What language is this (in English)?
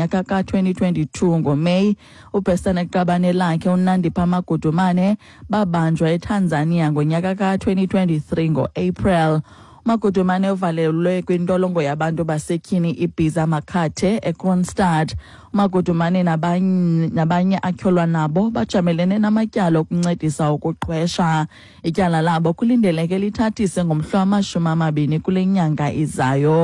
Xhosa